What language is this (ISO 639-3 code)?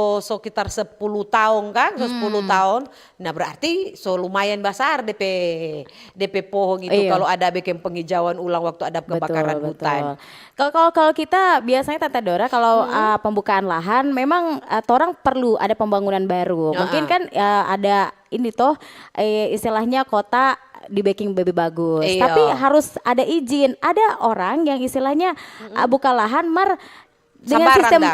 xmm